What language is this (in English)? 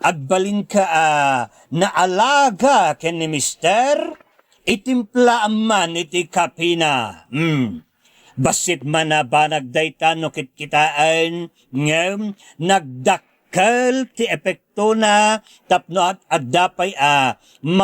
Iloko